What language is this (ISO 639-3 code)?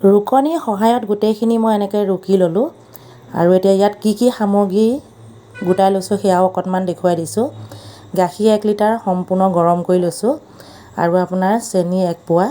asm